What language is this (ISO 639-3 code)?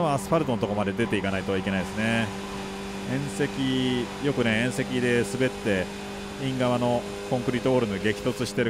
jpn